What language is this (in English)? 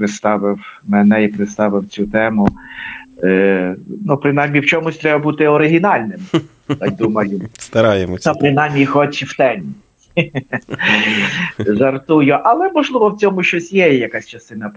Ukrainian